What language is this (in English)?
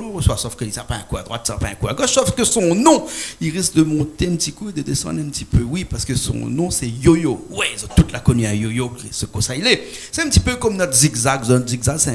Réunion Creole French